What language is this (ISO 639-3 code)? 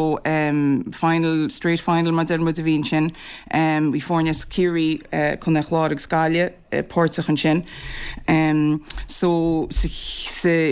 gle